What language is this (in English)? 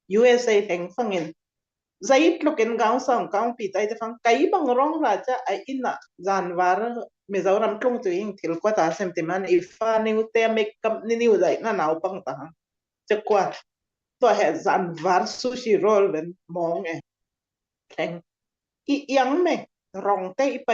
Falam Chin